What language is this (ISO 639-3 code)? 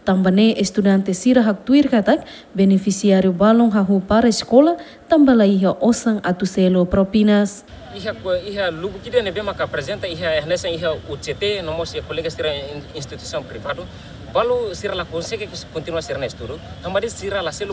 tet